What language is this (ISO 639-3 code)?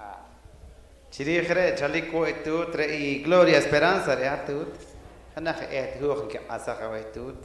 poh